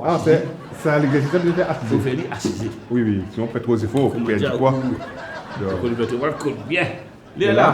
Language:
Morisyen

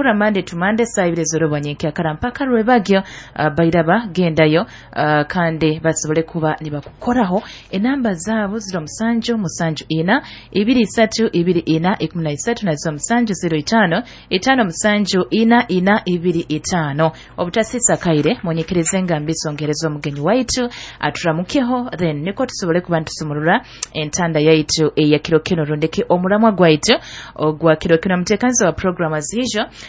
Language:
Nyoro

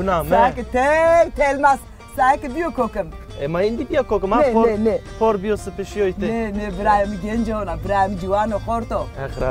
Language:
Zaza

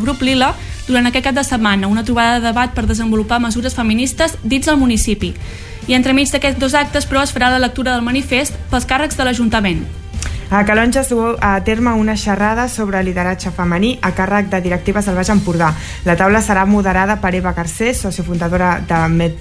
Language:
Catalan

